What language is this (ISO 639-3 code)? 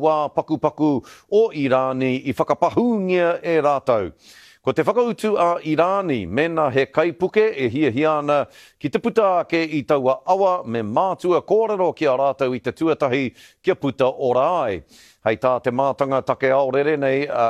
mri